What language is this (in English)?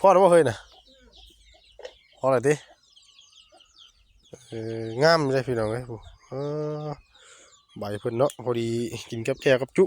Northeastern Thai